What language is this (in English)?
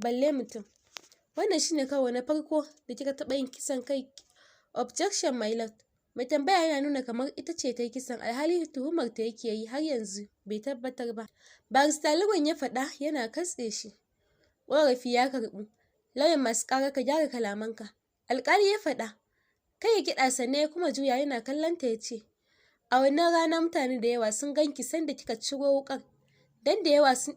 Hausa